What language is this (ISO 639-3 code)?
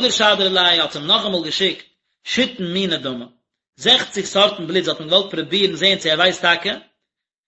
yid